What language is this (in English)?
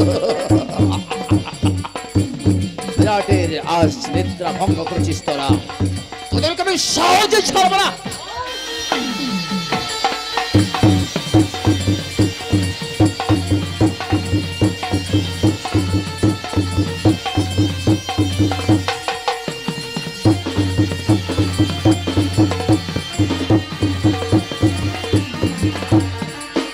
Bangla